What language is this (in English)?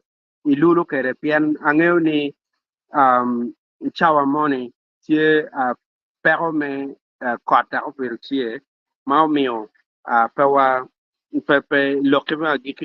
Acoli